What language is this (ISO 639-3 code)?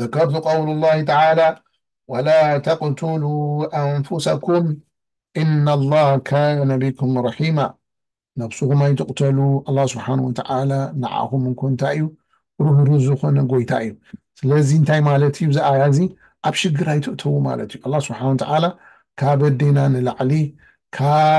tir